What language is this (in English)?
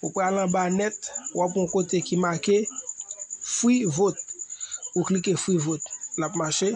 Haitian Creole